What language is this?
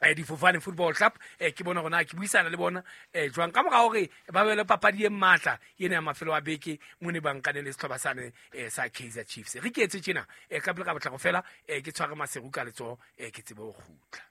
Southern Sotho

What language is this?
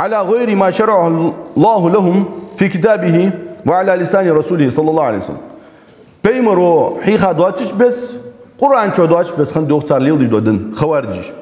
Ingush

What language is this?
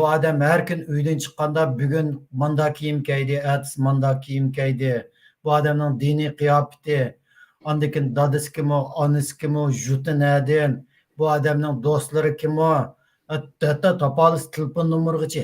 Uyghur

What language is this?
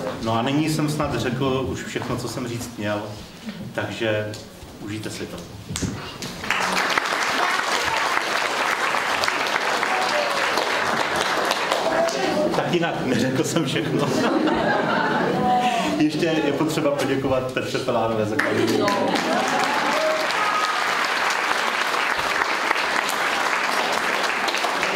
Czech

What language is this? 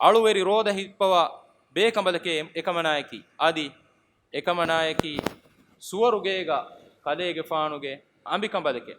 Divehi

